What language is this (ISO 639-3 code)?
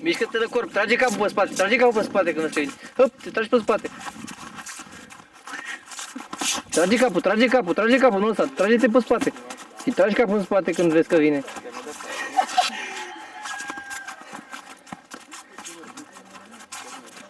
ron